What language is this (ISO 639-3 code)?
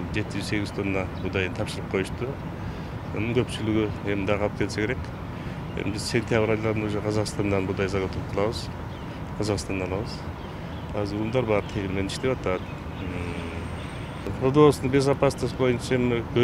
kir